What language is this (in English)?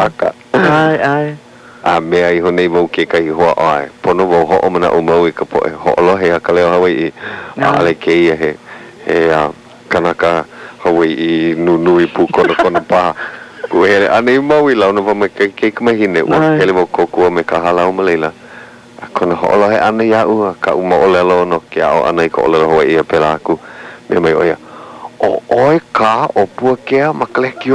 Hawaiian